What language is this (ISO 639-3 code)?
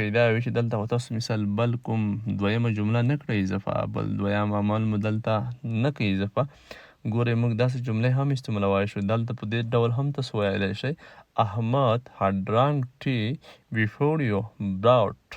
pus